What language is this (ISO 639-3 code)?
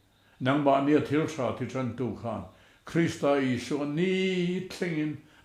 lus